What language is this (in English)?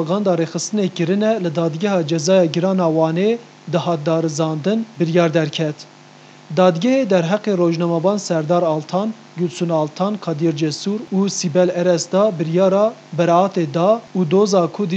Kurdish